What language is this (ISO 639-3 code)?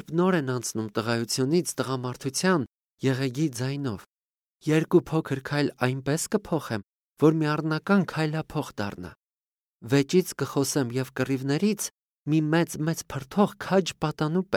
hye